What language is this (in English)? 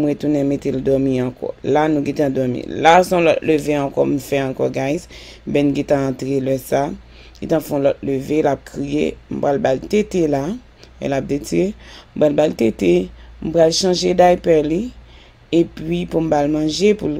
Haitian Creole